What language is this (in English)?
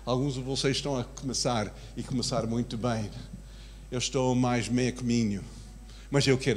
Portuguese